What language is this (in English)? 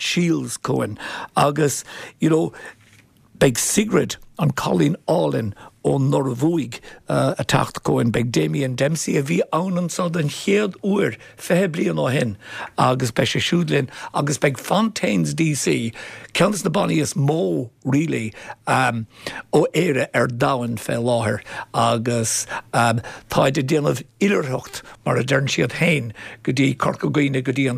Irish